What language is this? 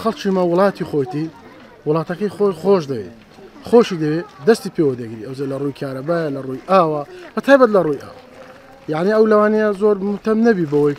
Central Kurdish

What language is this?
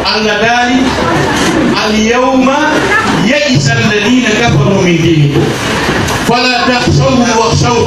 Pular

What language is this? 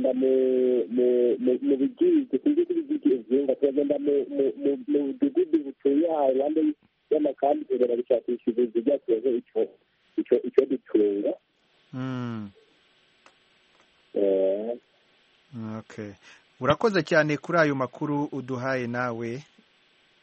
Kinyarwanda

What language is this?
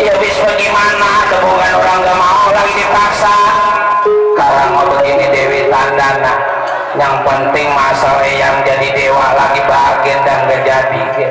Betawi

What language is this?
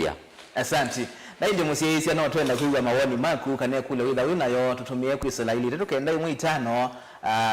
Kamba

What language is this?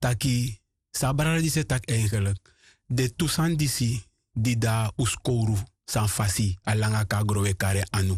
Sranan Tongo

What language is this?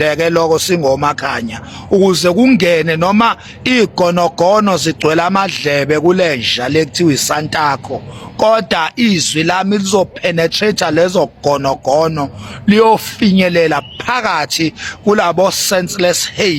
Zulu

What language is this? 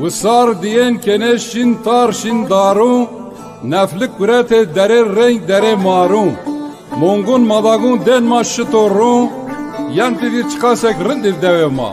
Zaza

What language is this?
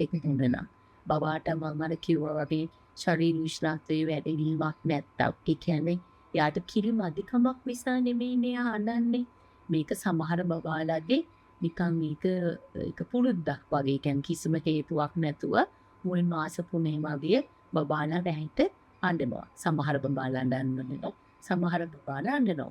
Sinhala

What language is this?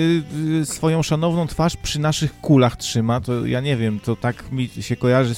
Polish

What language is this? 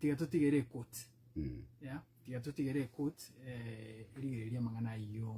Gusii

